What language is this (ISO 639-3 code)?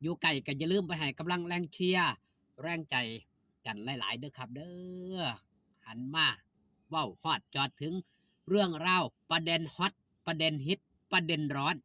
tts